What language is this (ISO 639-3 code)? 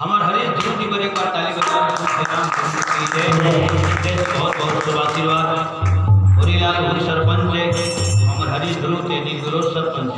hne